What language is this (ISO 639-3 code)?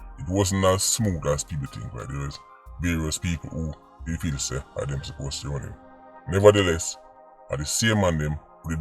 jam